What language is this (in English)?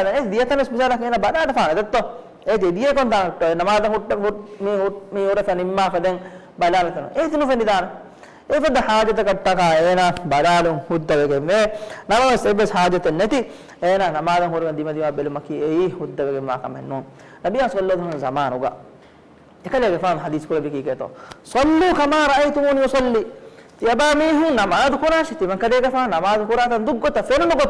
Divehi